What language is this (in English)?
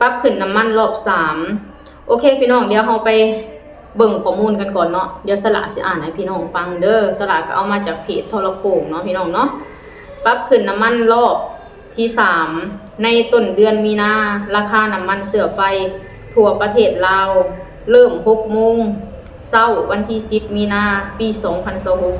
Lao